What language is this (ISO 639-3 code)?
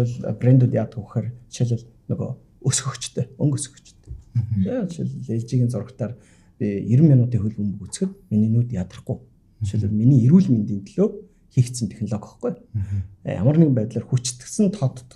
mon